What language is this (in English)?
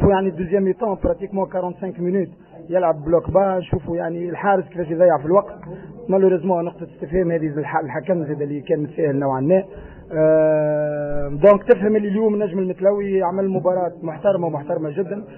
Tunisian Arabic